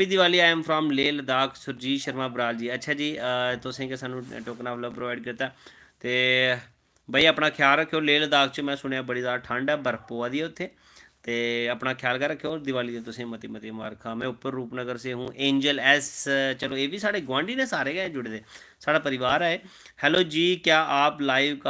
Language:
Dogri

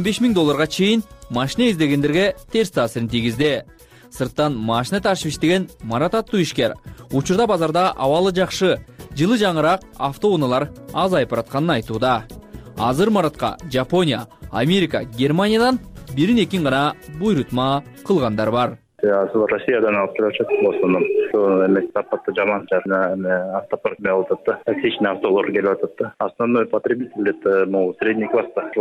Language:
Kyrgyz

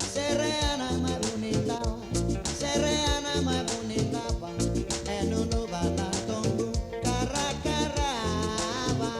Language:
Fijian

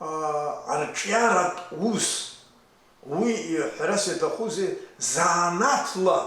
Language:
Abkhazian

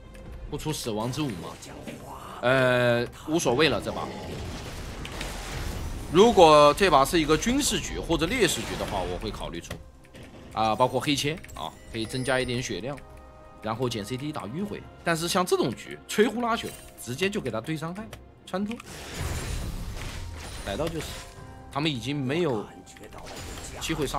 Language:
Chinese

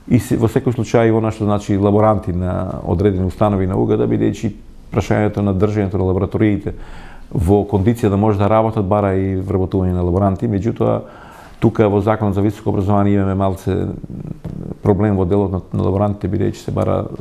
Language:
Macedonian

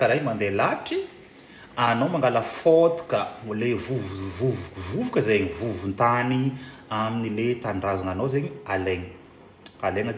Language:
Malagasy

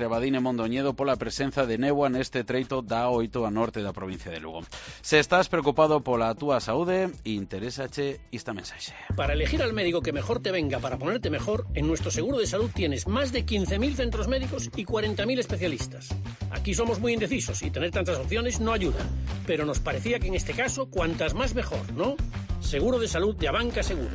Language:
Galician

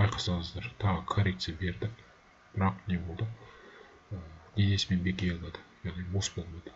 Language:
Kazakh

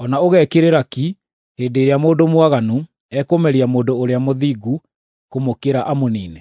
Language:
Kikuyu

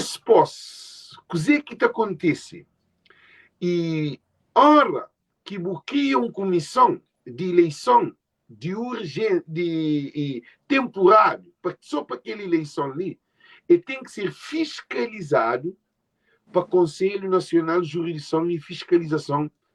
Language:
Kabuverdianu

